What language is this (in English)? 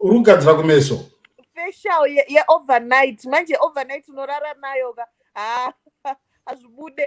Shona